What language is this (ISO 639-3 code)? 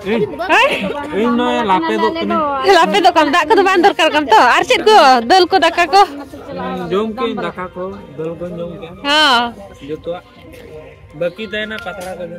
sat